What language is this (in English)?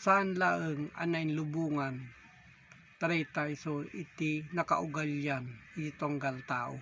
Iloko